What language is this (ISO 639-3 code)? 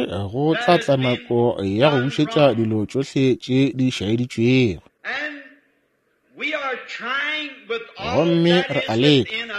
nso